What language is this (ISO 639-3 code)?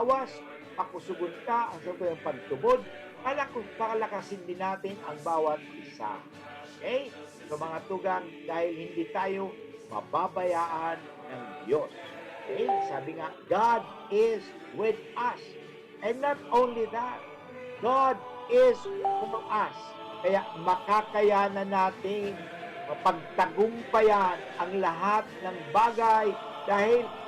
bik